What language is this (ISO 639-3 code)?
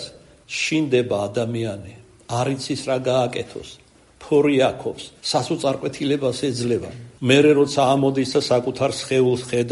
kat